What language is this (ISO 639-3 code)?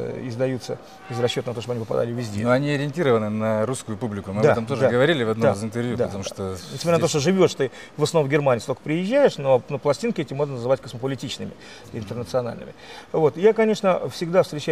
rus